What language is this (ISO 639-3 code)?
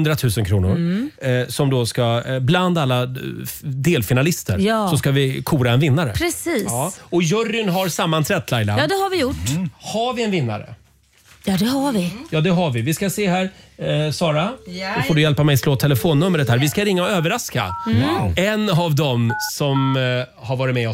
swe